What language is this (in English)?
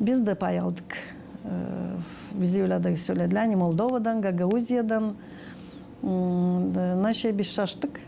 Gagauz